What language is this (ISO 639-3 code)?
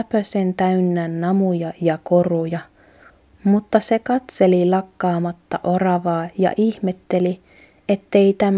fin